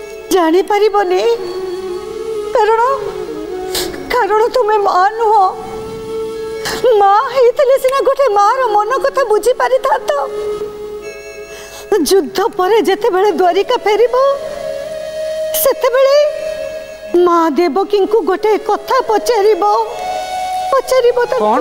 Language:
Odia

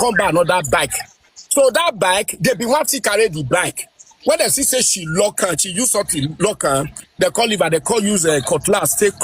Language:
Nigerian Pidgin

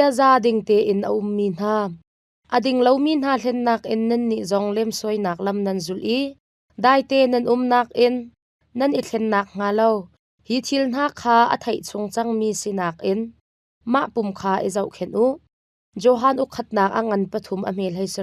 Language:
Hakha Chin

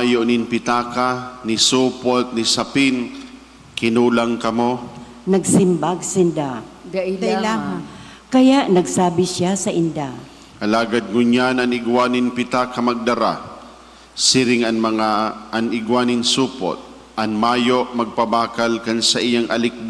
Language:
Bikol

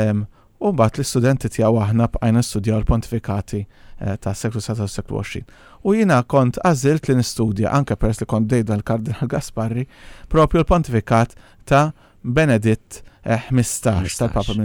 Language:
Maltese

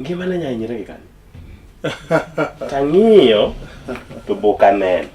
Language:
Luo (Kenya and Tanzania)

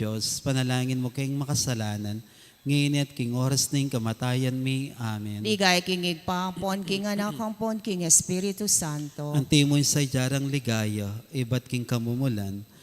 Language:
Pampanga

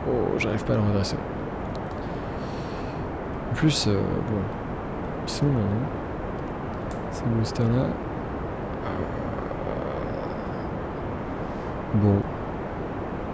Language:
French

